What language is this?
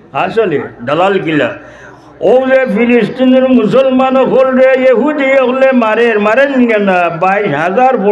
Sylheti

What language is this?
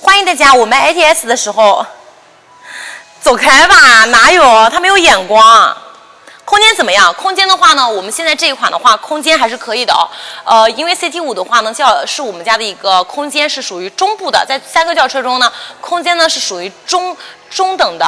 Chinese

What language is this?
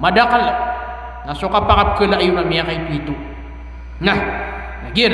Maranao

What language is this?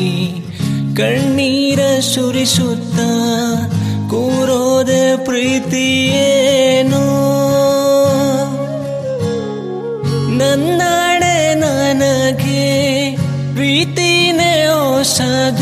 Kannada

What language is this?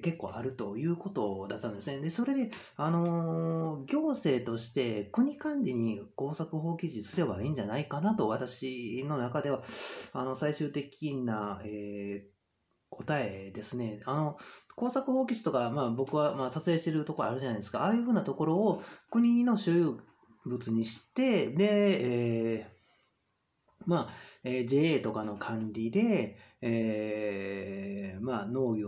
Japanese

